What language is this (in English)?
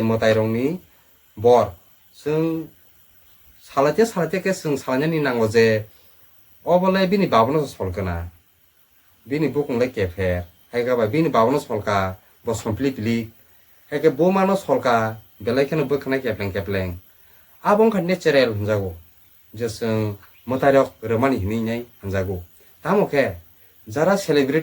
Kok Borok